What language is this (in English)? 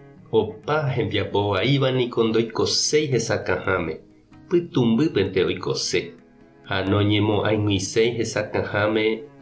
Guarani